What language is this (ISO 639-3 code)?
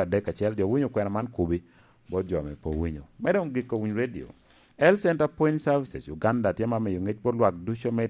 laj